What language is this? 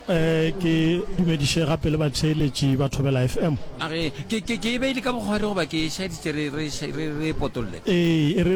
Northern Sotho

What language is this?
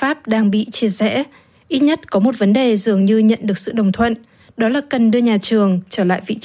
Vietnamese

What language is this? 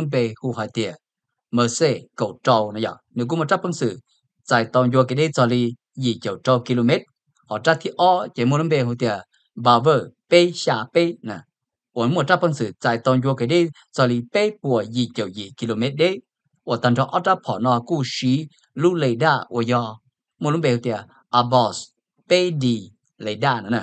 Vietnamese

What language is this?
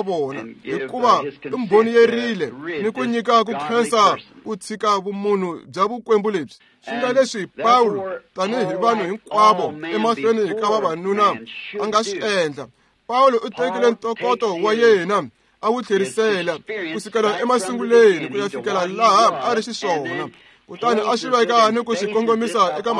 Tsonga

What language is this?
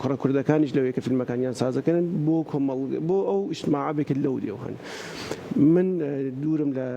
Central Kurdish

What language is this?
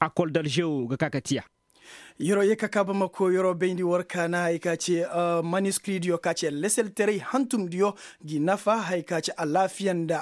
Koyraboro Senni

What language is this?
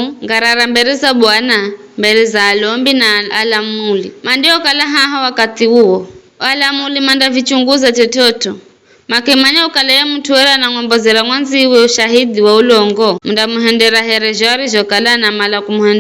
Giryama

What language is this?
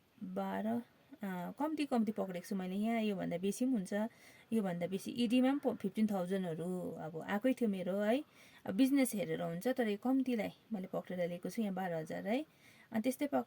Nepali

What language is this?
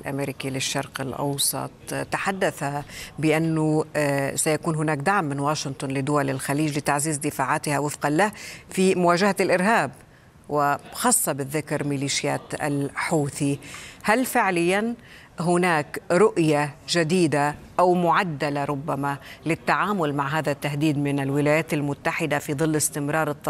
Arabic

